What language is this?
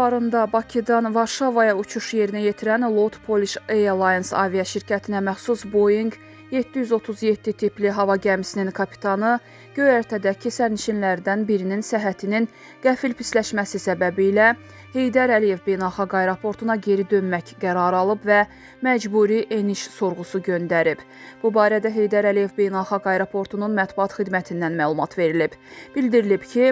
Azerbaijani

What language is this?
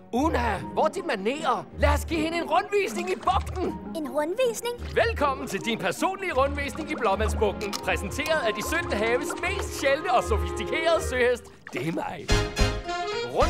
Danish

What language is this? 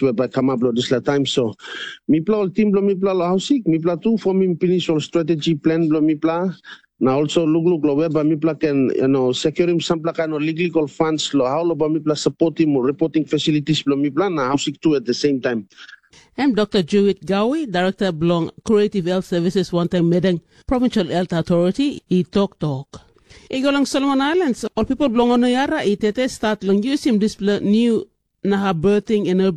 Tok Pisin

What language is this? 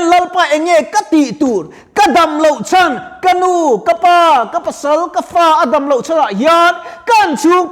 Mizo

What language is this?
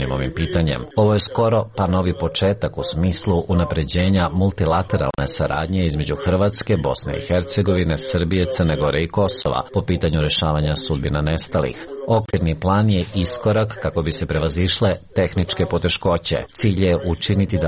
Serbian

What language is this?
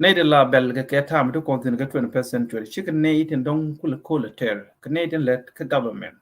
Nuer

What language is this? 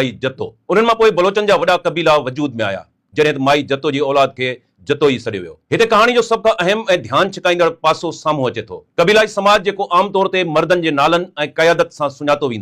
Sindhi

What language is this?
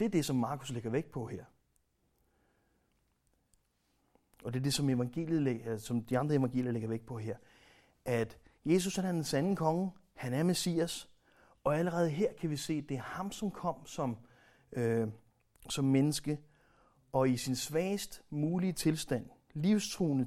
Danish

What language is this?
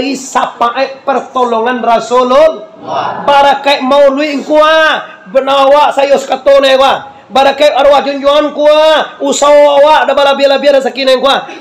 Minangkabau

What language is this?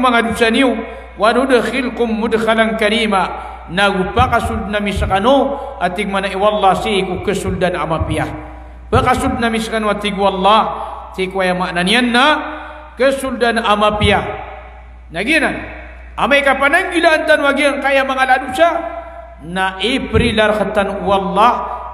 Maranao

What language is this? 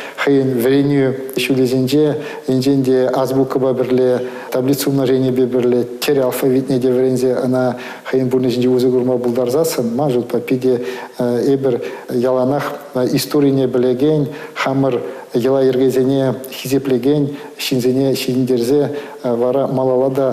Chuvash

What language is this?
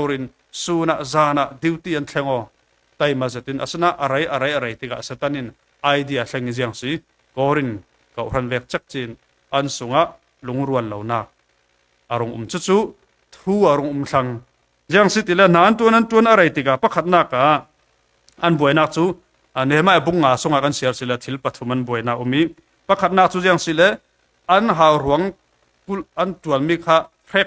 Falam Chin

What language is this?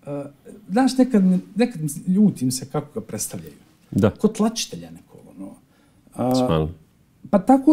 Bosnian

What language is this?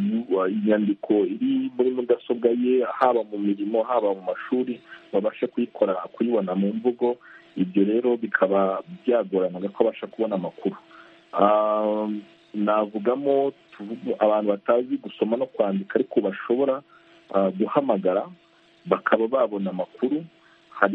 Kinyarwanda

